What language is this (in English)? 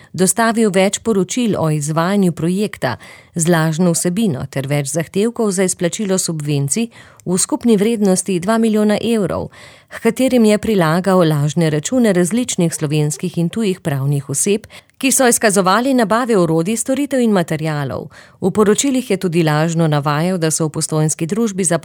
Slovenian